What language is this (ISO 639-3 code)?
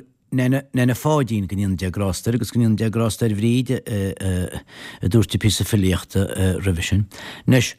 gle